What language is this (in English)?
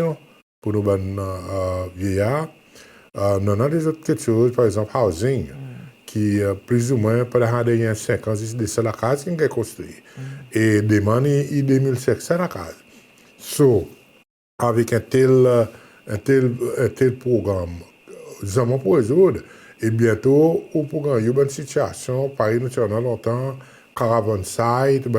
Seselwa Creole French